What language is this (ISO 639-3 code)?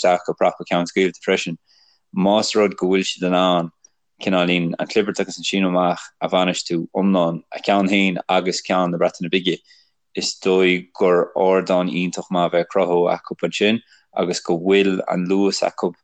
gle